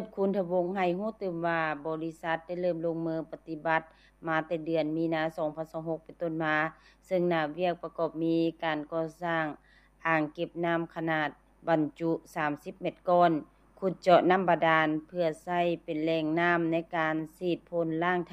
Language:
Lao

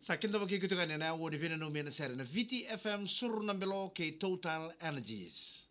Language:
Fijian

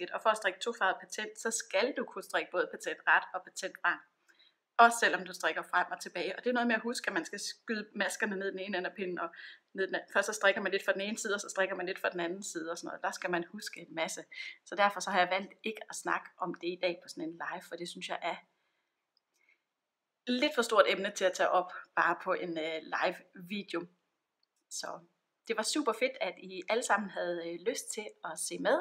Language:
Danish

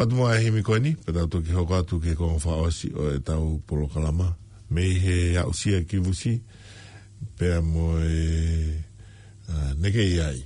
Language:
Tongan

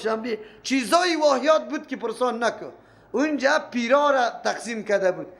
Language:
Persian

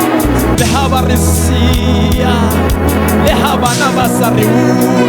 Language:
Southern Sotho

